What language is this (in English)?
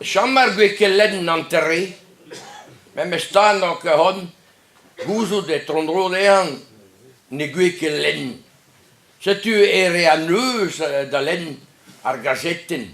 Breton